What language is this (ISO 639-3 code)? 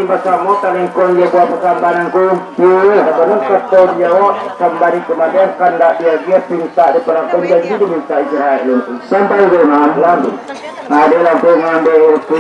min